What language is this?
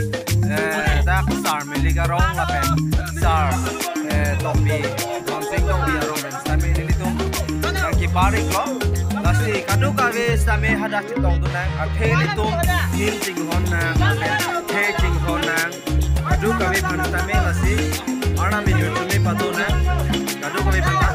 Karbi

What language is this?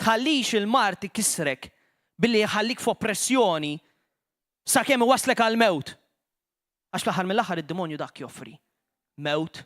Maltese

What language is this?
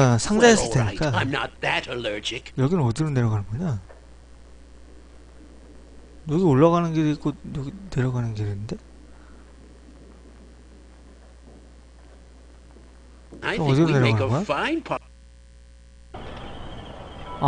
Korean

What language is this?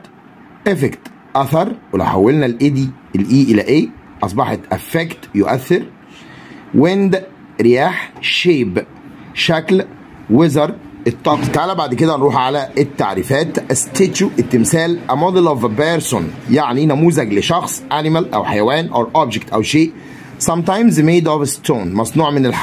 Egyptian Arabic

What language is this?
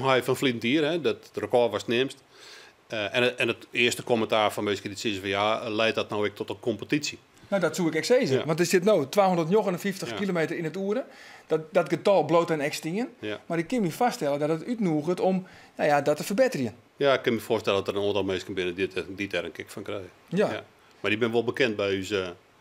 Western Frisian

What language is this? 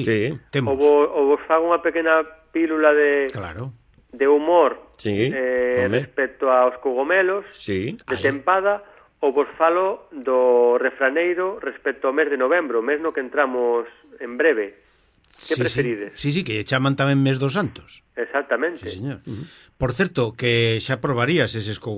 Galician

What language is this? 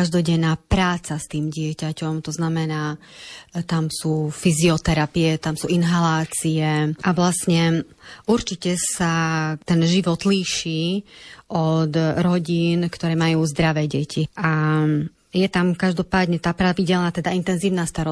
Slovak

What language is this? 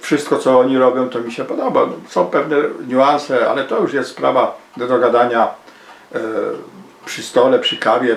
Silesian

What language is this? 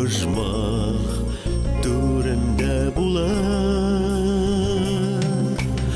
Bashkir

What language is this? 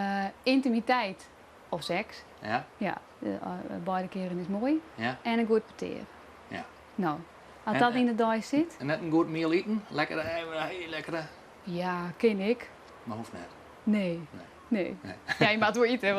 Western Frisian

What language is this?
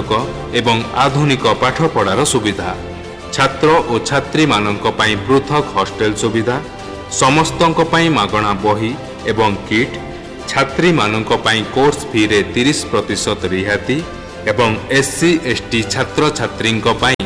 Odia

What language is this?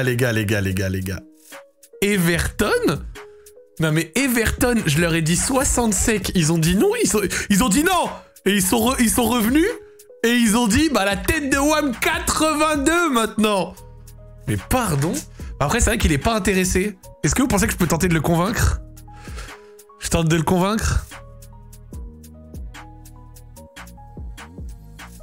French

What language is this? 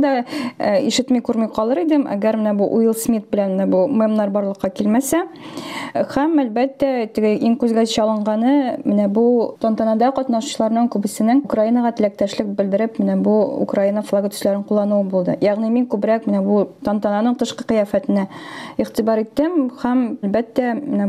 Tatar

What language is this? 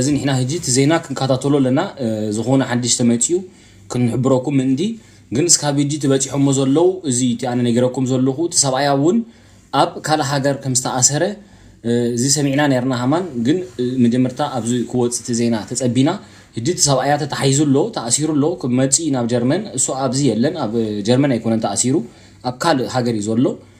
Tigrinya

